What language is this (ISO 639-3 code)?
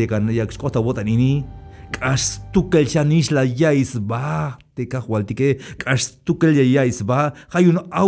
tzh